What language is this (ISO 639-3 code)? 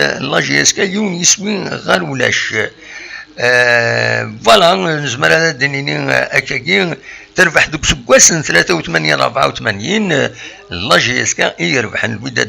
kab